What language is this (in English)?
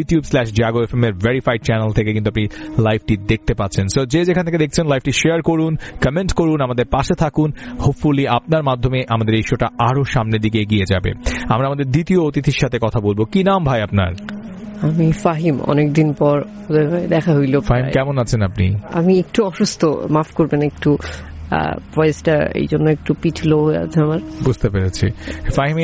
Bangla